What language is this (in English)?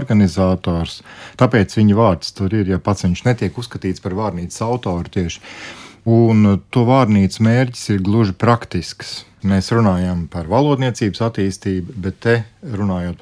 Latvian